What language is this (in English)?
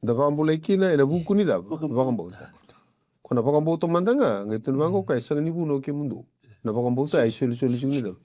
Fijian